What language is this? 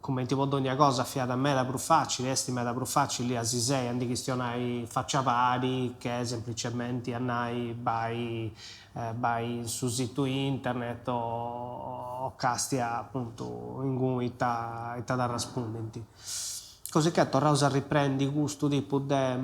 Sardinian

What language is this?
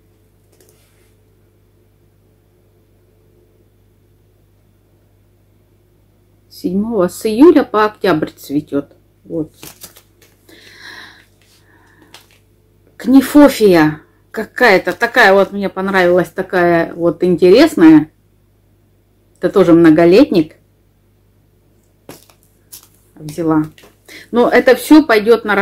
Russian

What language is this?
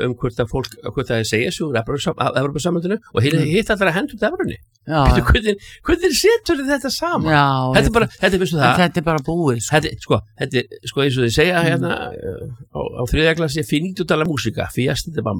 Icelandic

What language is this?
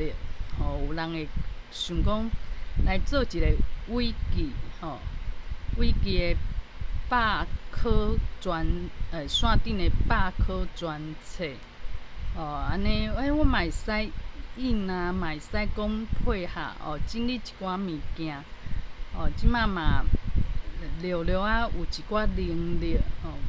Min Nan Chinese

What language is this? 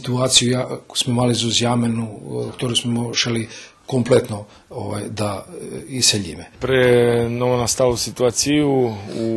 Rusyn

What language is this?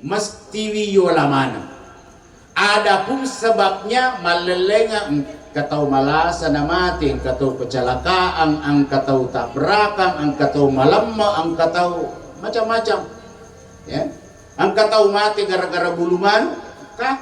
Buginese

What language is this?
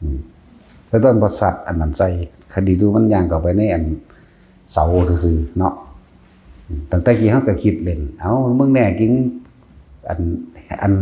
Northeastern Thai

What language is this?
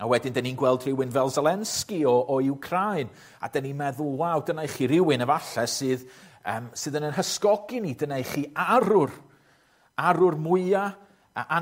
Welsh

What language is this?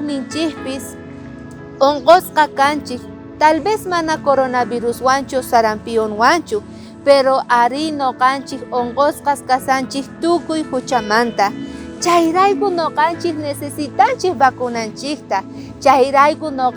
South Bolivian Quechua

